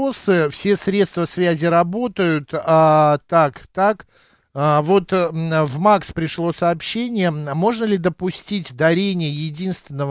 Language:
Russian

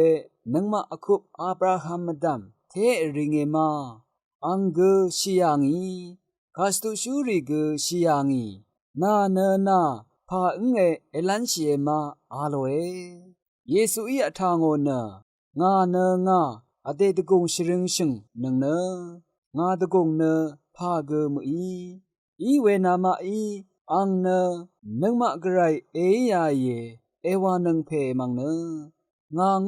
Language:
Rawang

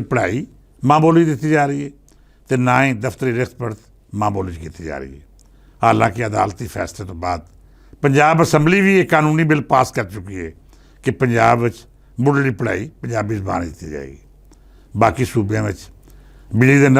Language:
Western Panjabi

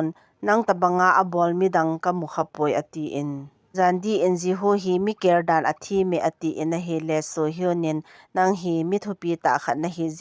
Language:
Thado Chin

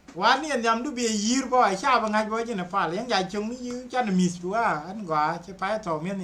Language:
Nuer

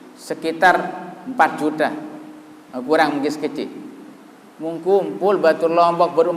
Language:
Sasak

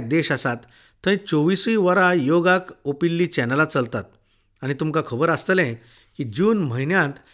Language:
Konkani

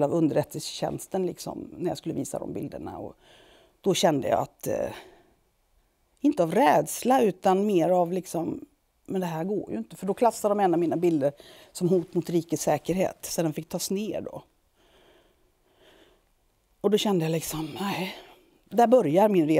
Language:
Swedish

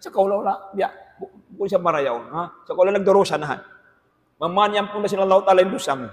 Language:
Tausug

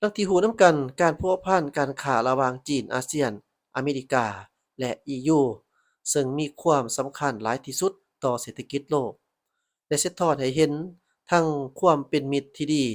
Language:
Lao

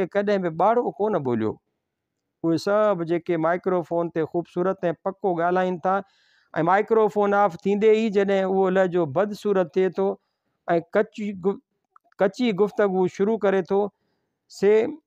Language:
Sindhi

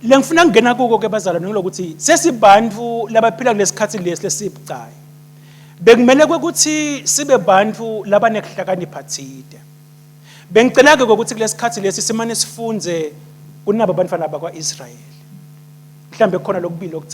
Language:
Swati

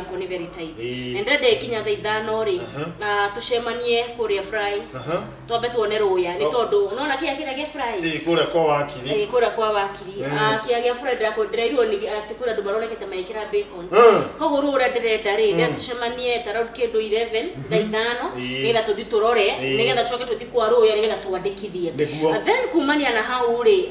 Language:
Kikuyu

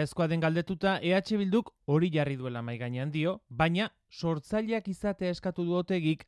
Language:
Basque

